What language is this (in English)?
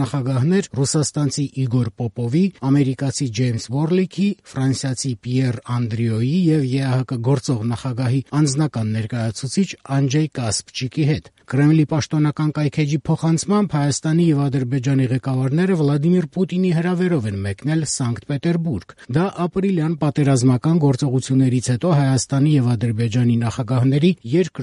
Armenian